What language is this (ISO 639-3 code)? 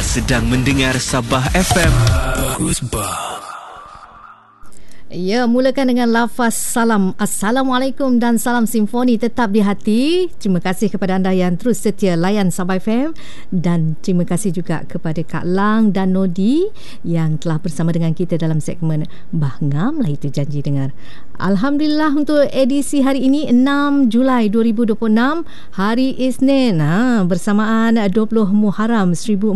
msa